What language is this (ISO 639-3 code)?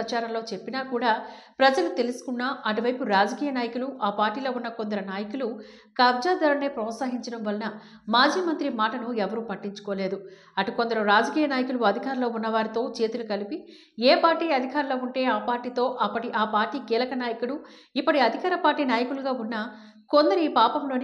tel